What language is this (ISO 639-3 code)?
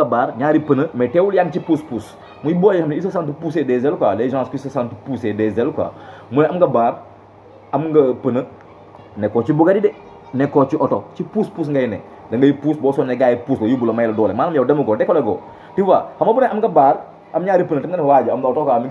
wol